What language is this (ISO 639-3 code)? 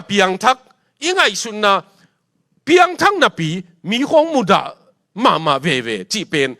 ctd